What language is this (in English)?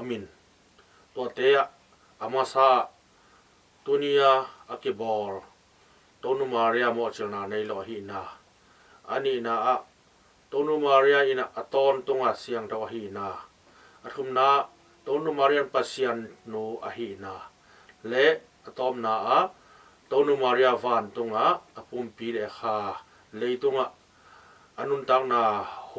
Tedim Chin